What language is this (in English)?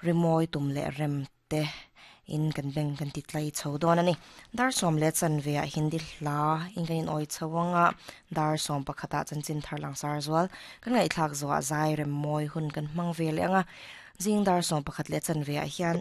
Mizo